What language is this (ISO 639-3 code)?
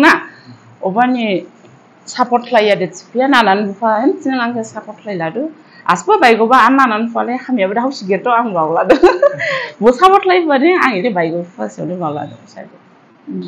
dis